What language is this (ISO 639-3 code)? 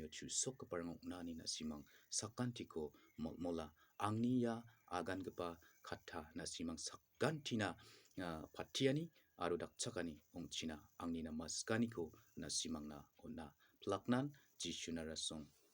grt